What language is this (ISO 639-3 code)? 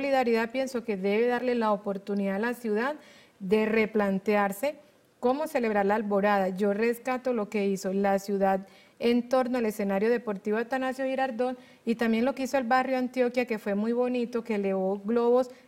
spa